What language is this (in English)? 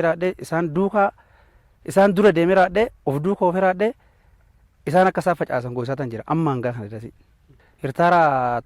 Oromo